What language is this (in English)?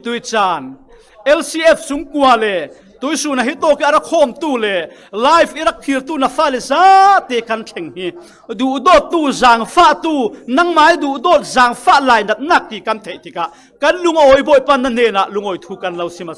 Falam Chin